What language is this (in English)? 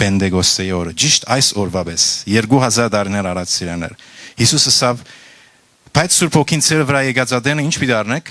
Western Armenian